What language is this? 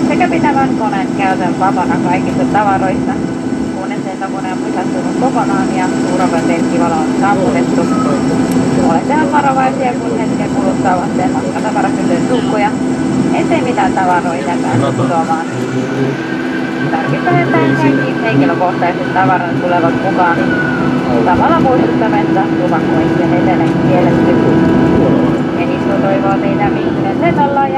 Finnish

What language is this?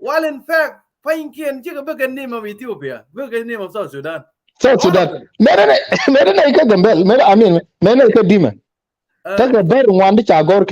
Nuer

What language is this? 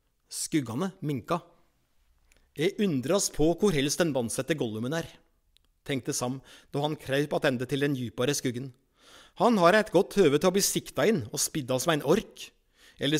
Norwegian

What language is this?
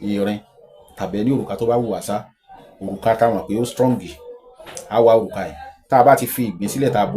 Yoruba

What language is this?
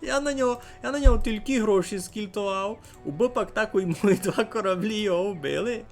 Rusyn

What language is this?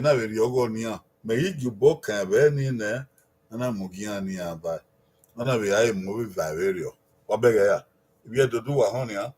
Bini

